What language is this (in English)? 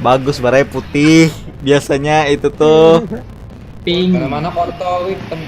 Banjar